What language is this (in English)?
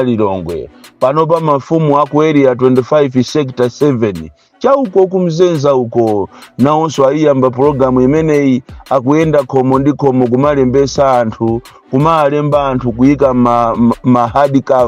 Nyanja